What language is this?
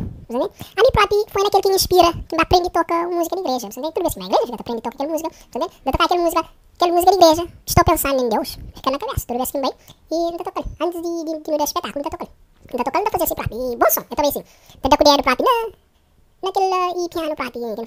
Kabuverdianu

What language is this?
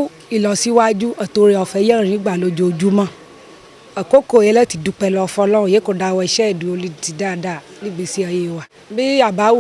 Yoruba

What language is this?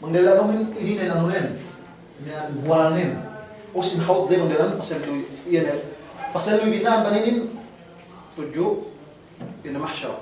Yakan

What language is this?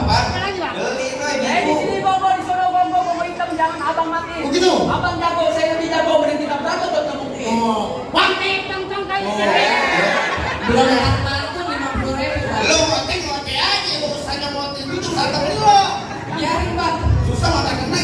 Betawi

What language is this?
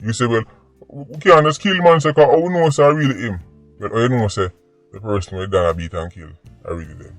Jamaican Creole English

